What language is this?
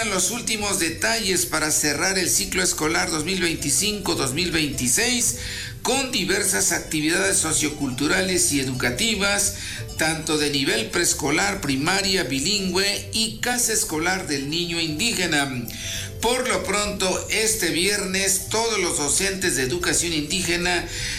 Spanish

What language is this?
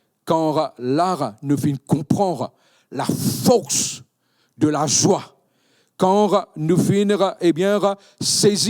Morisyen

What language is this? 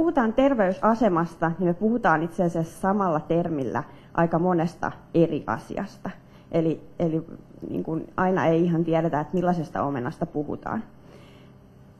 Finnish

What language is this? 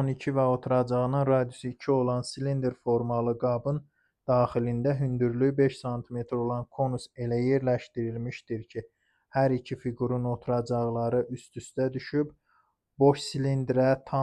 Azerbaijani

